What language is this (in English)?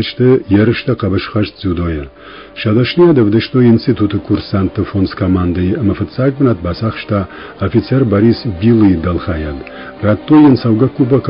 Ossetic